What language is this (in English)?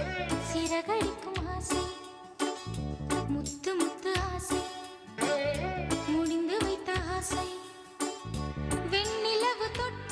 Tamil